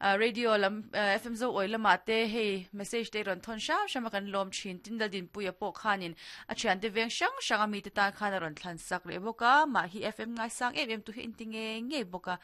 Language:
Mizo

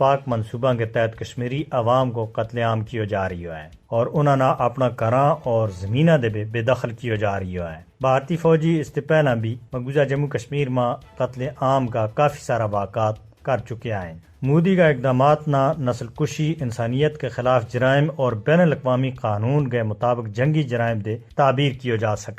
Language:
Gujari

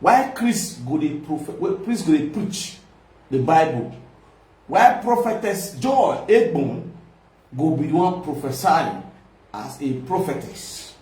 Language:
Nigerian Pidgin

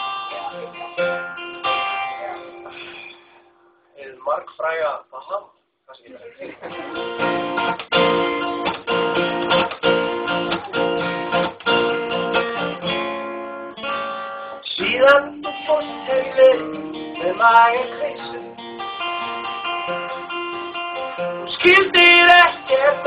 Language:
Icelandic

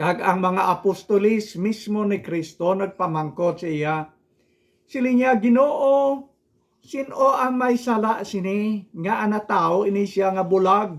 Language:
Hiligaynon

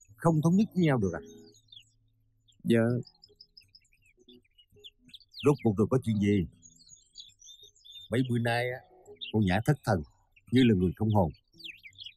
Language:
Vietnamese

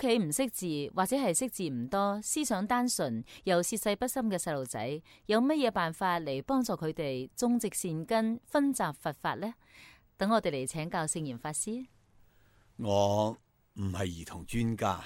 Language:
Cantonese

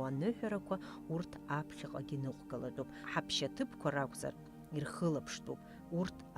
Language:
Abkhazian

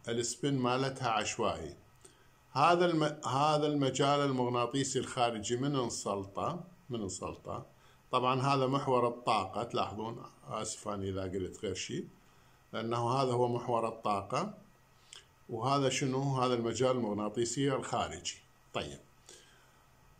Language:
Mesopotamian Arabic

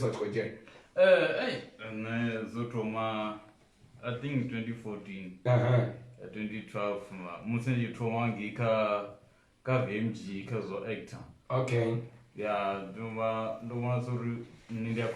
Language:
Venda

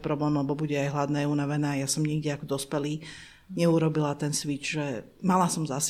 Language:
Slovak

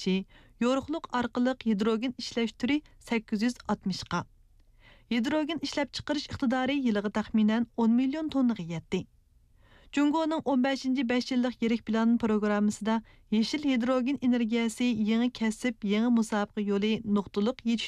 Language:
Uyghur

